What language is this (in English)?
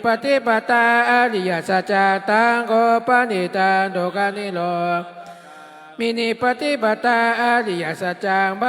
Pali